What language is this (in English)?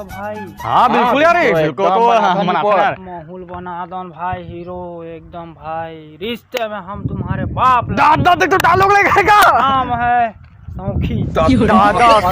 Chhattisgarhi